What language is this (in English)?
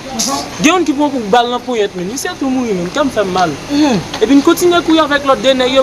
Haitian Creole